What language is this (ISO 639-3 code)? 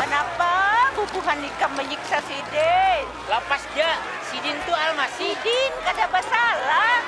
bjn